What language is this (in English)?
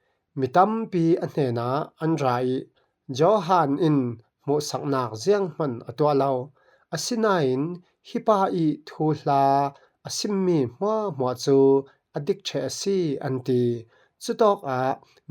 Falam Chin